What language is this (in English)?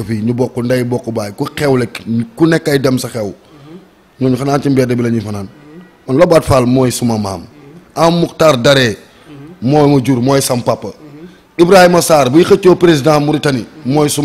Wolof